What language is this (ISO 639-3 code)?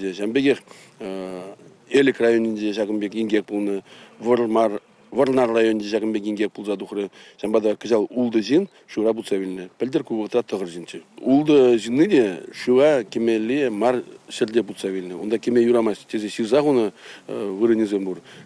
chv